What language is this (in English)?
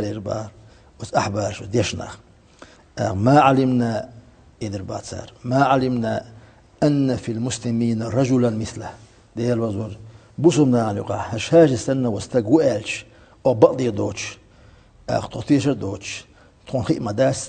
Chechen